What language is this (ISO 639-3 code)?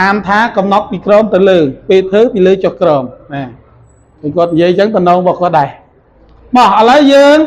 khm